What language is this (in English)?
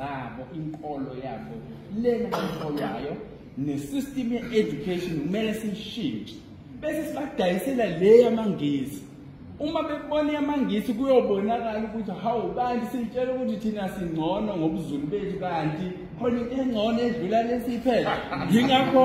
Zulu